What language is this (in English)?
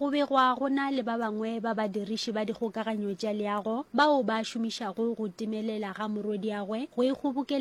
Northern Sotho